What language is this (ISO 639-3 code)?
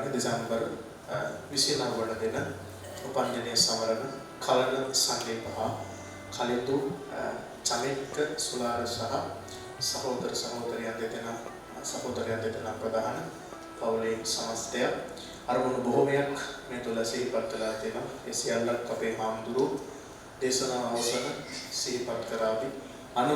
sin